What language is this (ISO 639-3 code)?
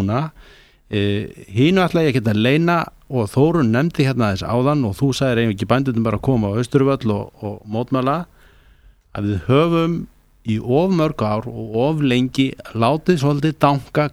isl